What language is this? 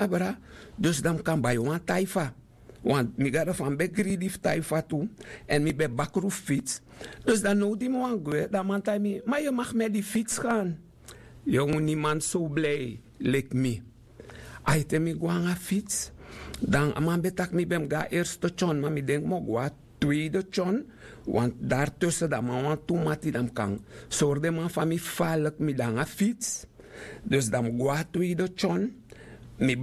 Sranan Tongo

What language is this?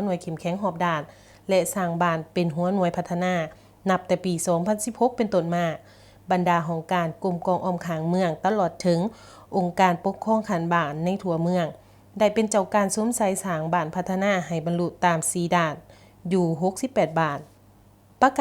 Lao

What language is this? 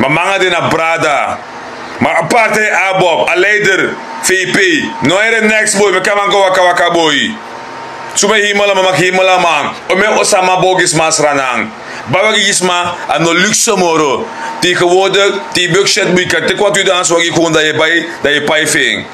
Sranan Tongo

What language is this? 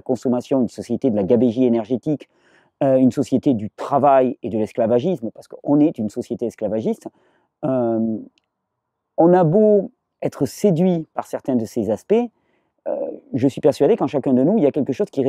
French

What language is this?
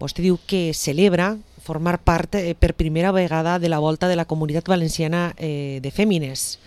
Catalan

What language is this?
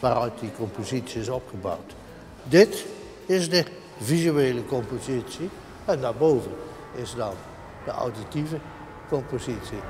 Western Frisian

